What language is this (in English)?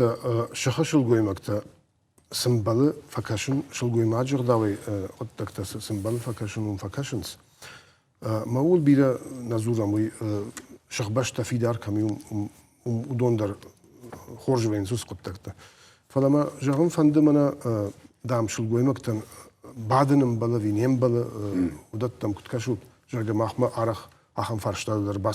Ossetic